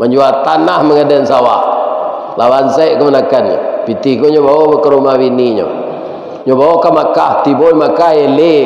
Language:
Minangkabau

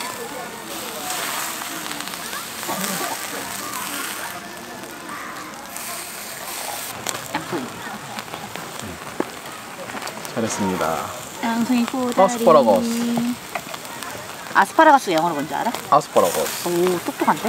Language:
Korean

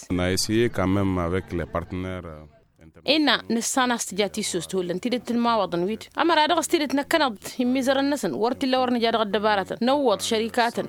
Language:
Tamasheq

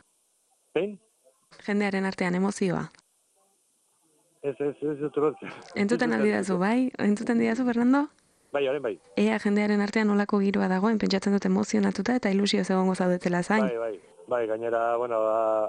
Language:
Basque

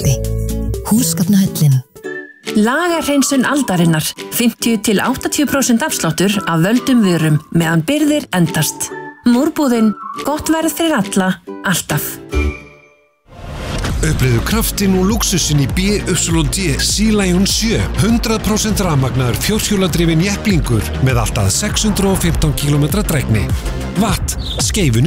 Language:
Icelandic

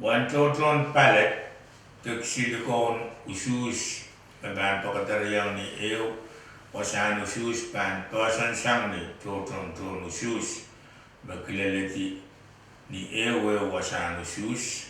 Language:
Pohnpeian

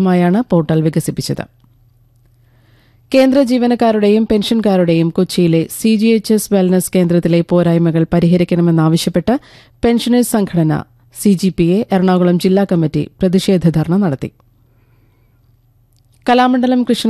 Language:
Malayalam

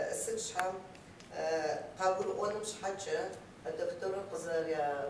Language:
Kabardian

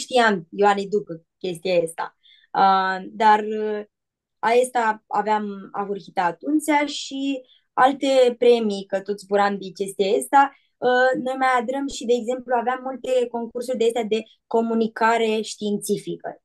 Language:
Aromanian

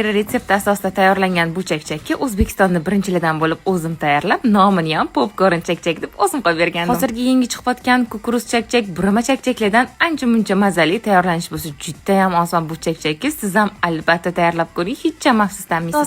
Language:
Uzbek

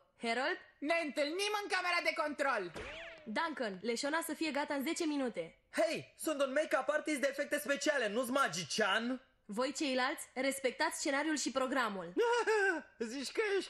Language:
Romanian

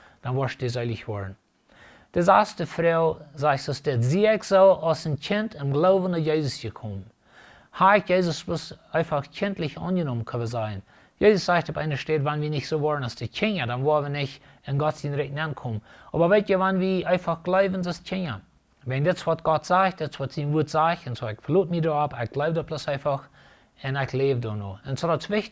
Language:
Plautdietsch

